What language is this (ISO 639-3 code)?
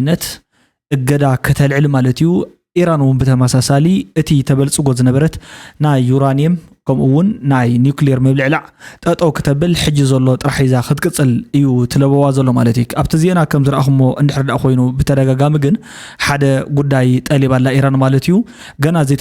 tir